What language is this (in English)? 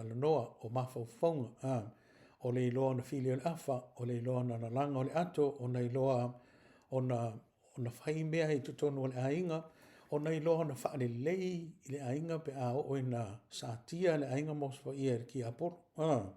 Samoan